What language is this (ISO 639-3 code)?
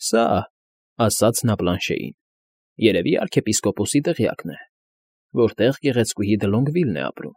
hye